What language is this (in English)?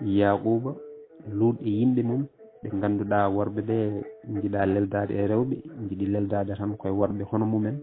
Fula